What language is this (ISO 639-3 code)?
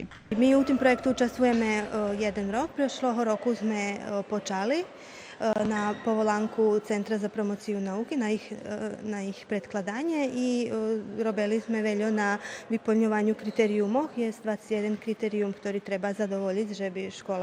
rue